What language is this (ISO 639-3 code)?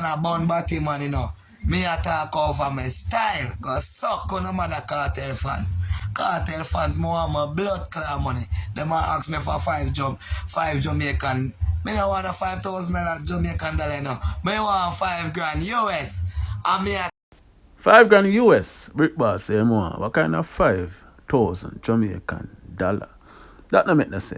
jam